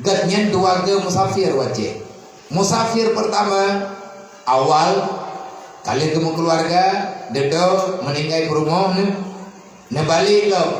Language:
Achinese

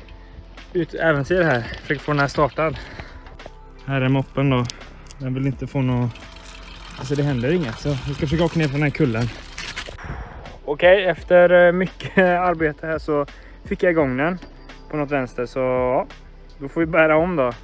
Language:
Swedish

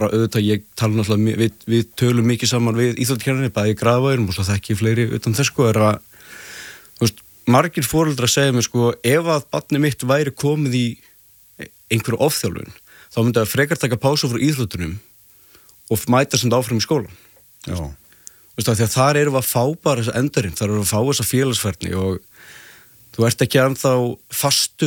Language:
Icelandic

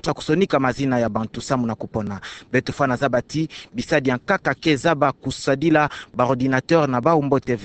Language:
Kituba (Democratic Republic of Congo)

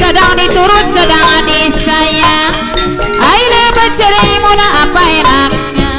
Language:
Betawi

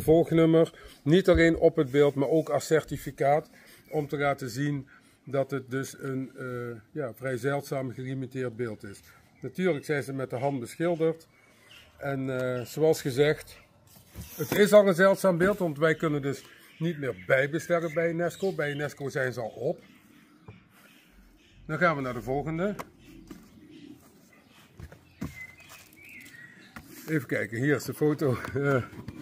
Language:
Dutch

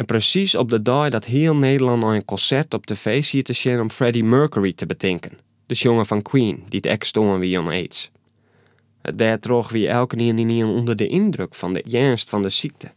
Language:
Western Frisian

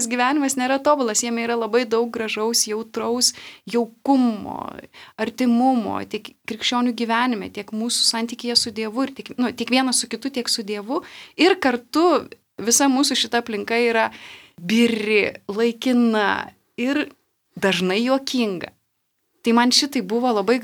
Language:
Lithuanian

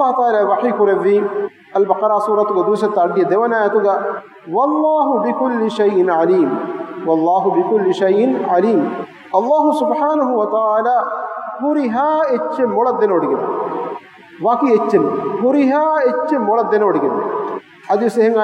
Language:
Divehi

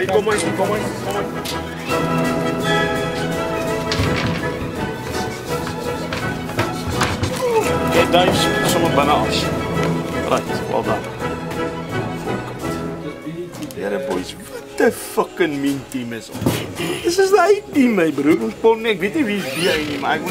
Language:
Afrikaans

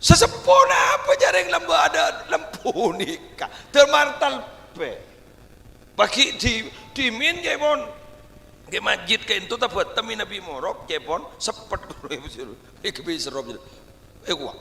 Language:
Madurese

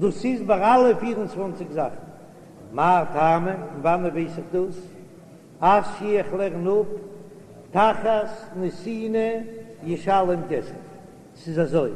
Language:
Yiddish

